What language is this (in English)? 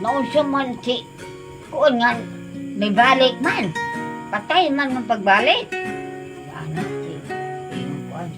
Cebuano